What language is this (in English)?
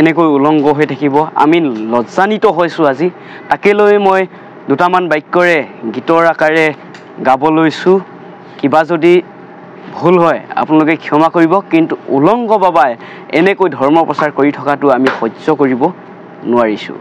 Assamese